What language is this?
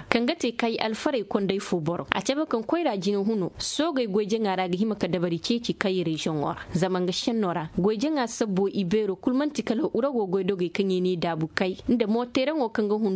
Koyraboro Senni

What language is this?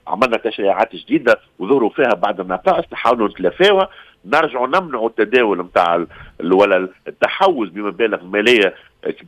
Tunisian Arabic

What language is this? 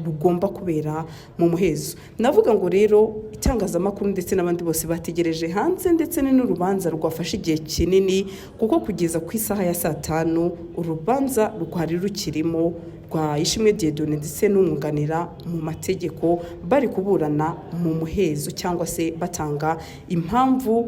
Kinyarwanda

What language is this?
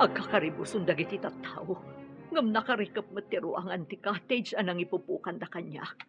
Iloko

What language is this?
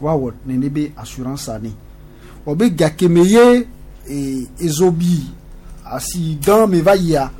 Gen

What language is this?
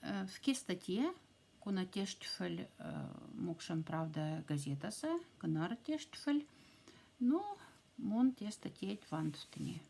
Moksha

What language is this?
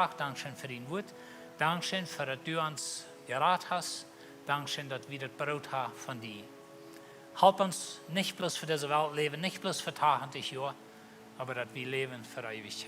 Plautdietsch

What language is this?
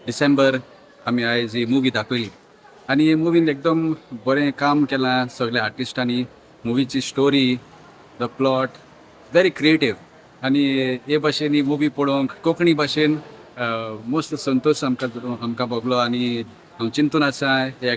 Konkani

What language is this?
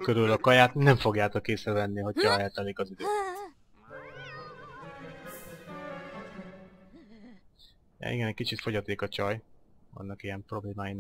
Hungarian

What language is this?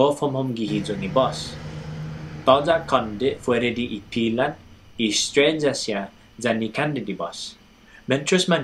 Chamorro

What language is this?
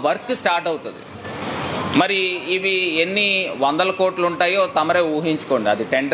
Telugu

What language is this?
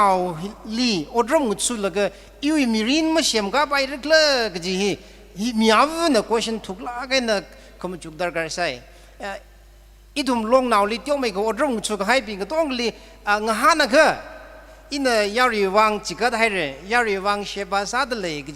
Tangkhul Naga (India)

